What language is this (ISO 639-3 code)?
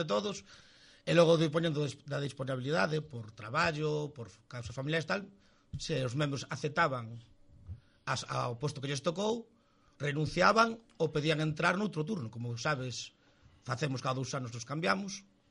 glg